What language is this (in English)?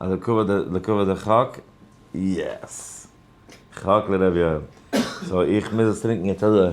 Yiddish